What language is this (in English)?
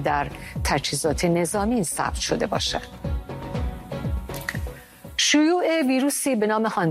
Persian